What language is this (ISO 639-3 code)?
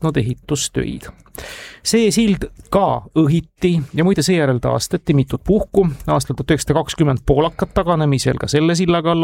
est